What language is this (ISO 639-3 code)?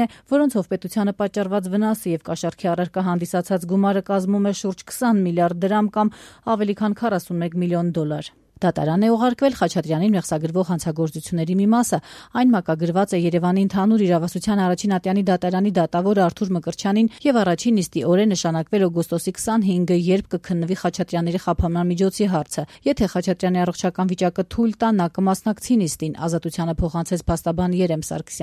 hye